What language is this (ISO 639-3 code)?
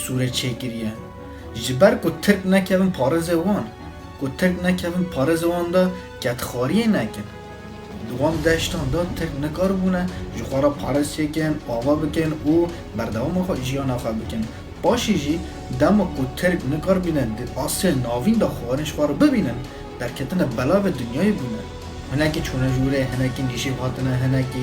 kur